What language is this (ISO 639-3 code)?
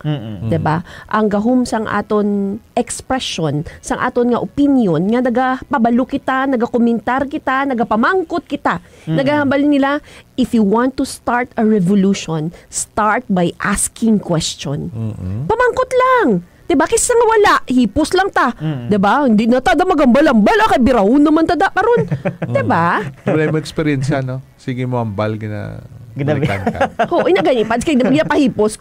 hil